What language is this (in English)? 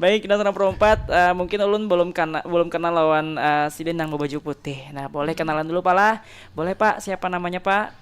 Banjar